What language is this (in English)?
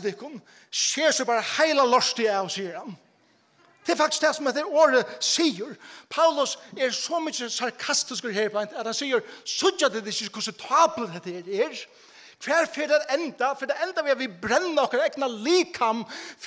Faroese